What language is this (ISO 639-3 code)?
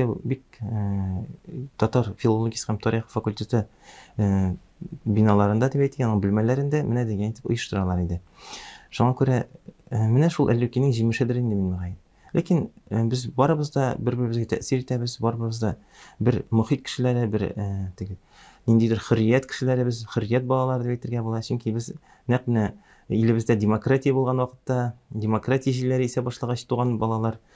tat